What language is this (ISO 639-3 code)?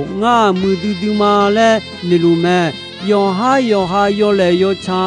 ahk